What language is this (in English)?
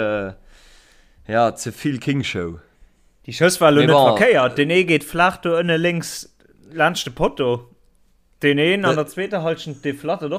Luxembourgish